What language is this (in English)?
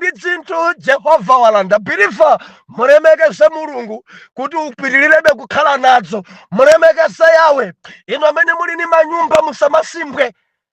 Nyanja